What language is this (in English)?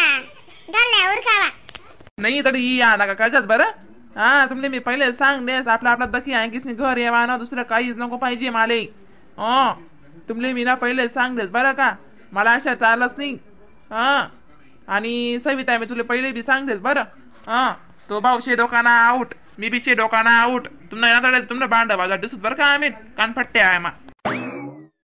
Khandesi